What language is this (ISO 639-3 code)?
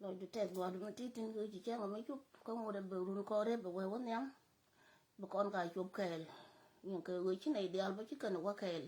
nus